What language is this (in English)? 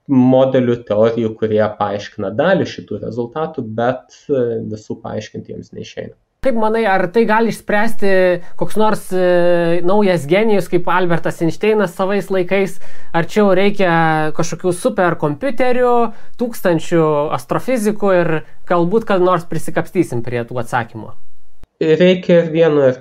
Lithuanian